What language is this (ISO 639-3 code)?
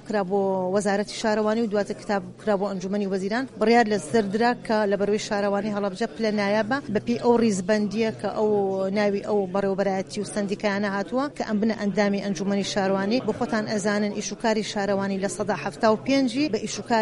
ckb